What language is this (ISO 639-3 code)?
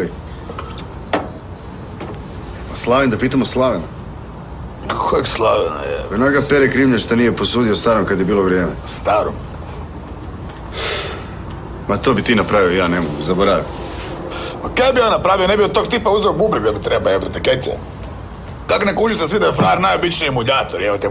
hrv